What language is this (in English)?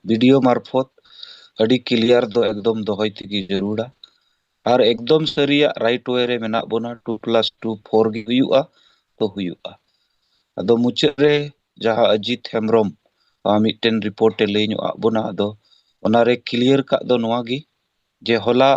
Santali